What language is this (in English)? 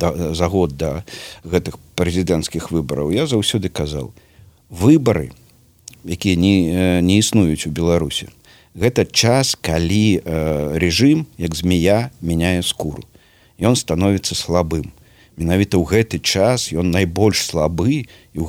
Belarusian